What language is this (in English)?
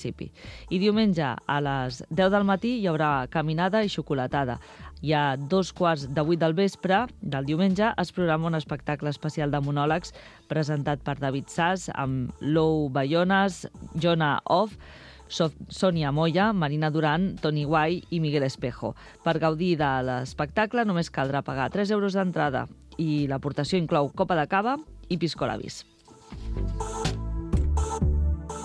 Catalan